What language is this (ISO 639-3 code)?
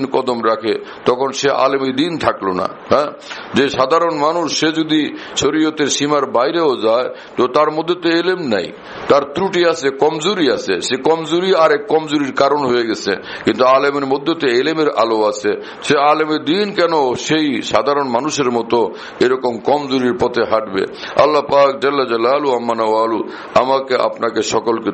ben